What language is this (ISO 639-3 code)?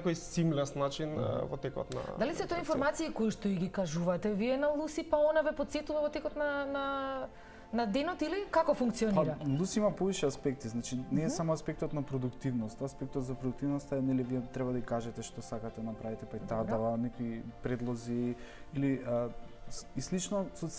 mkd